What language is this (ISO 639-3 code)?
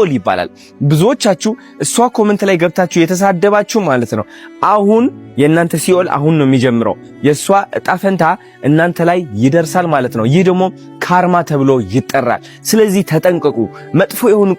amh